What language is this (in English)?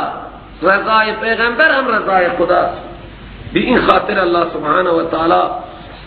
Persian